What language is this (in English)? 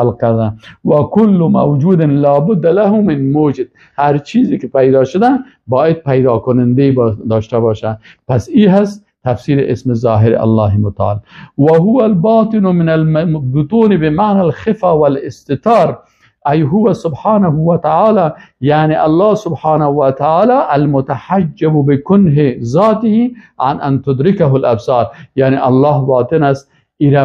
Persian